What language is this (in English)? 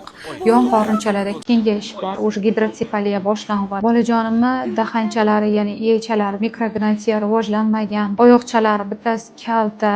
Uzbek